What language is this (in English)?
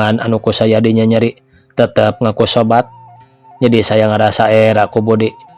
Sundanese